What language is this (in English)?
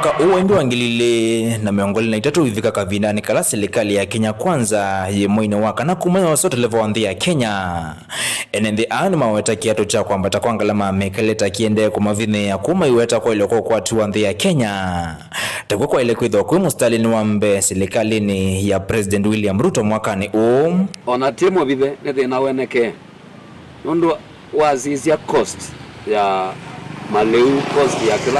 Kamba